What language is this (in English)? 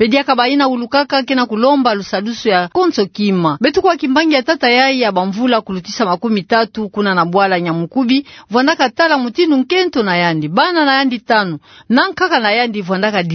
Kituba (Democratic Republic of Congo)